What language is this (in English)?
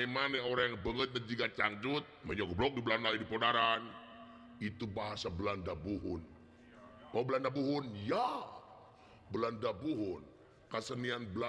Sundanese